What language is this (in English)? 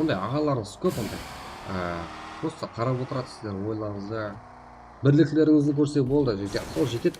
Kara-Kalpak